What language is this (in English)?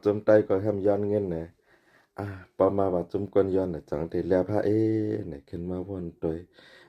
Shan